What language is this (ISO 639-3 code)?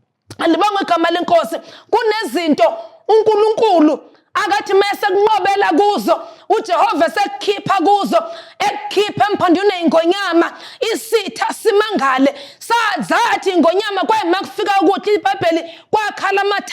zul